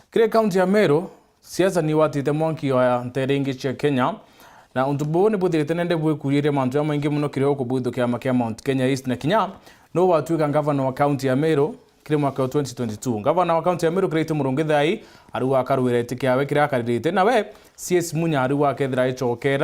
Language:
Meru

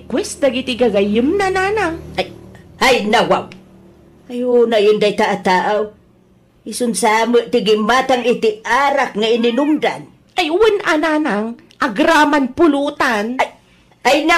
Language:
Iloko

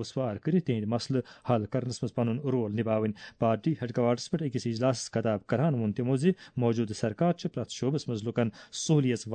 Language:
Kashmiri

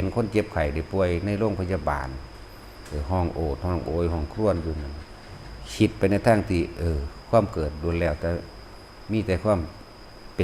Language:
Northeastern Thai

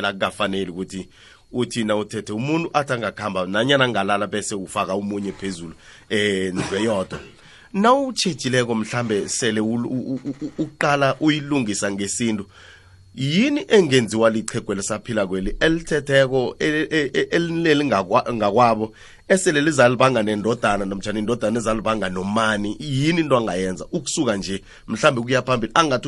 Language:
South Ndebele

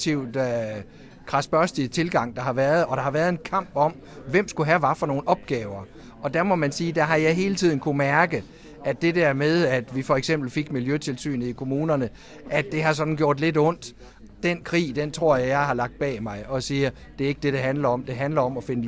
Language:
Danish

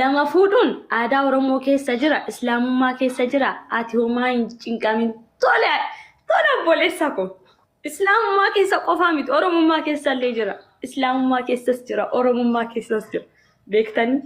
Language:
Oromo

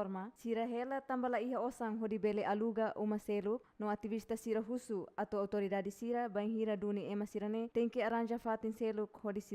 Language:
Tetum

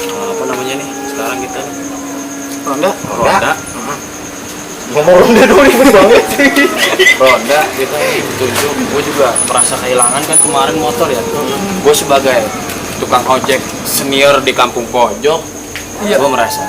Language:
Betawi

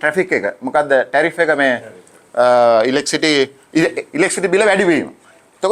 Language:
Sinhala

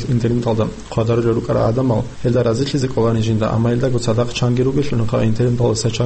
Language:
Avaric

